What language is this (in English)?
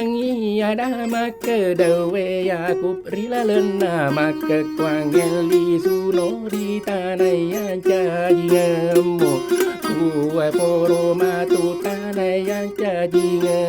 Buginese